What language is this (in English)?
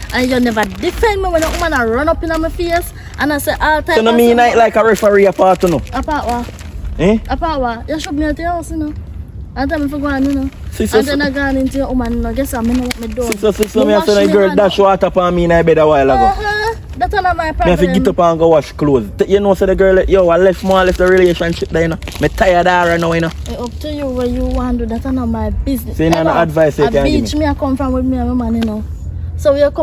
Jamaican Creole English